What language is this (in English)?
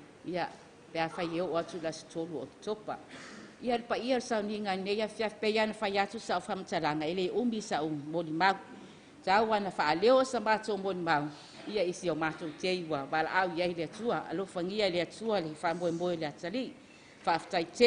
Samoan